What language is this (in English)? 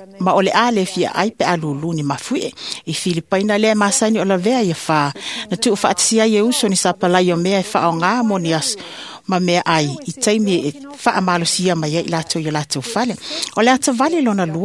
Samoan